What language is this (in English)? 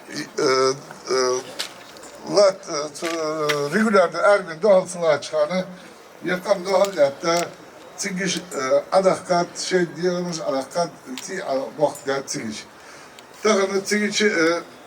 Ingush